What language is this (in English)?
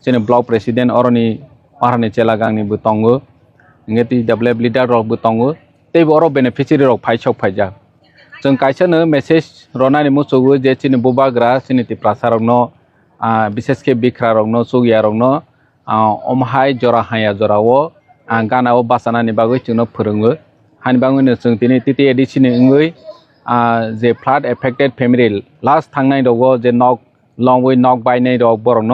Riang (India)